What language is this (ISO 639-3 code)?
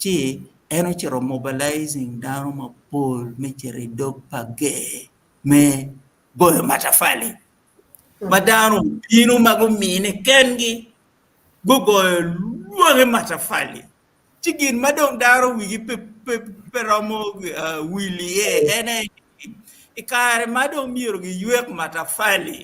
ach